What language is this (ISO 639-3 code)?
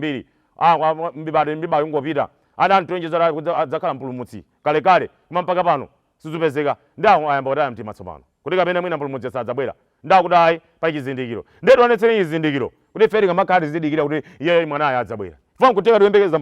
nya